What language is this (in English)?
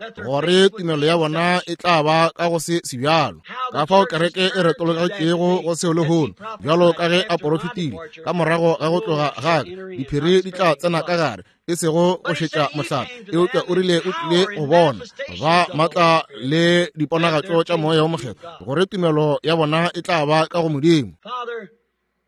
Northern Sotho